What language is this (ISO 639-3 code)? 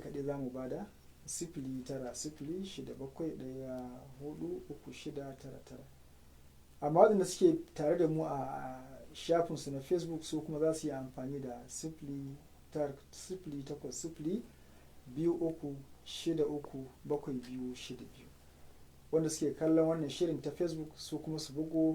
hau